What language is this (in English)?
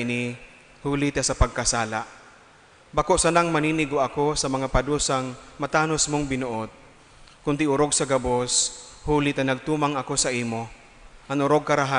Bikol